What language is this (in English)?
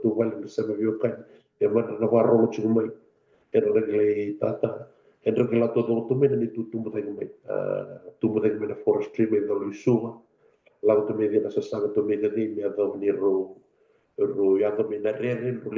Fijian